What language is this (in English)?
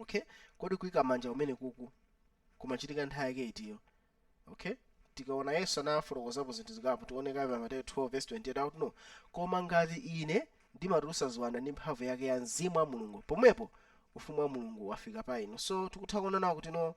Nyanja